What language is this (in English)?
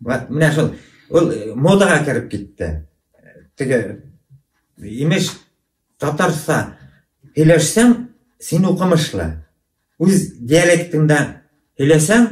Bashkir